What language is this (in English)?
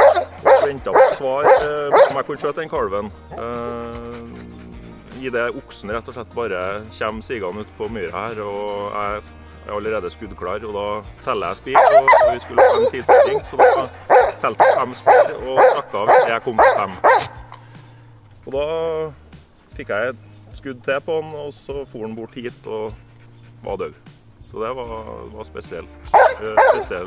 Norwegian